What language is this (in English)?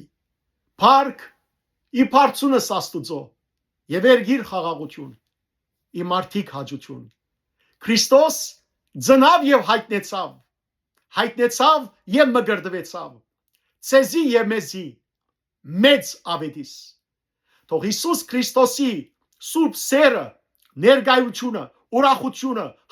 Western Armenian